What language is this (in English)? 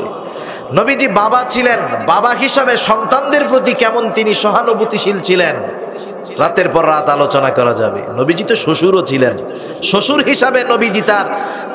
Bangla